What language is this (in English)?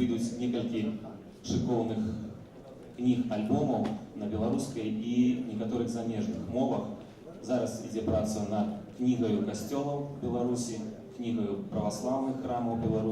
Belarusian